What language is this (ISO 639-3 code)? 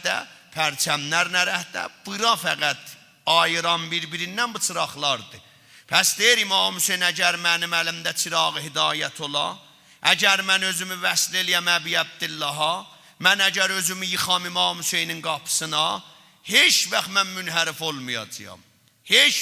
azb